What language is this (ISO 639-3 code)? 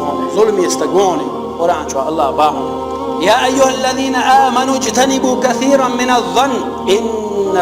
che